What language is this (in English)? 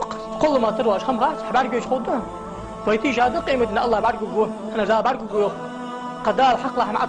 Ingush